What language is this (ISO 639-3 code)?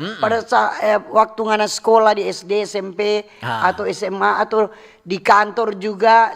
xmm